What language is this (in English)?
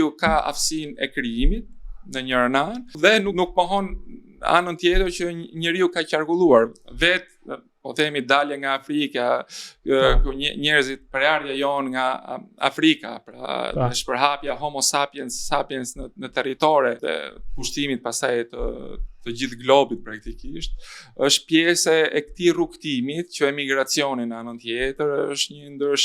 Albanian